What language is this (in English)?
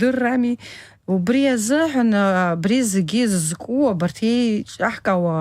Abkhazian